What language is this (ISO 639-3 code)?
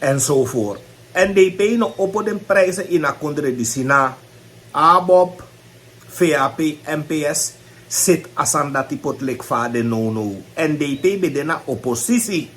srn